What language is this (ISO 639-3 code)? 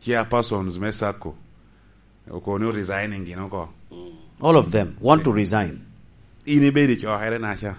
laj